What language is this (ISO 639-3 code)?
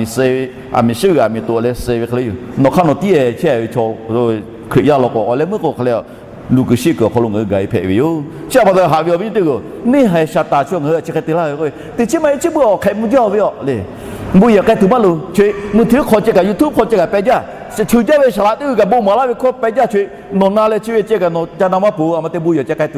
lhu